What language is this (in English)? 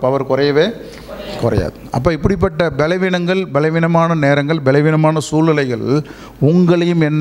Tamil